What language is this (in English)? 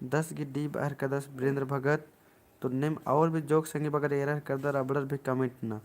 Kurukh